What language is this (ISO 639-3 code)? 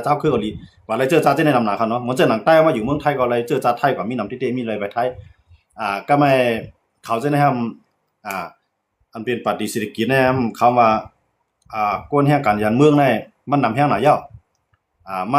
shn